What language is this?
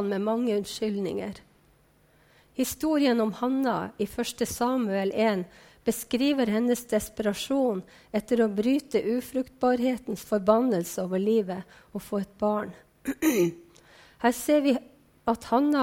Norwegian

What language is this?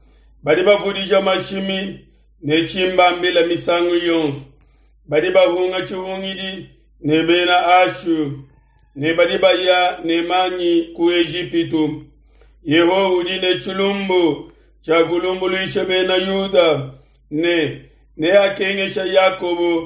Luba-Lulua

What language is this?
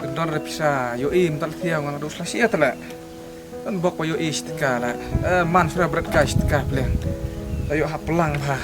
Khasi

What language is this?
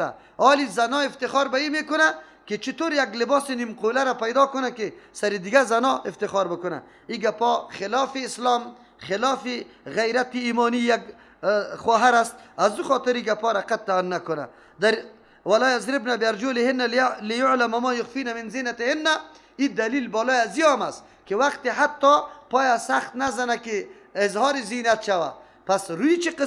Persian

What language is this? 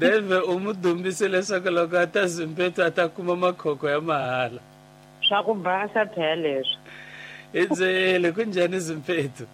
Tsonga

